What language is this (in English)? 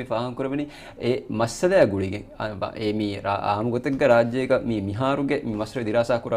Divehi